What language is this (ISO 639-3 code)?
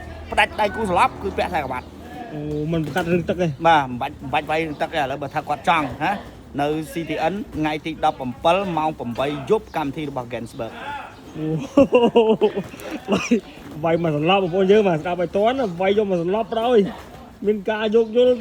khm